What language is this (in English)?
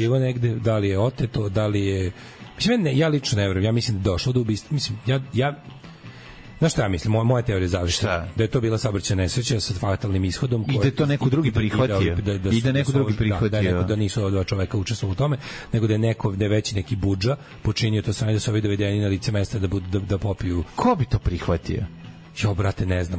Serbian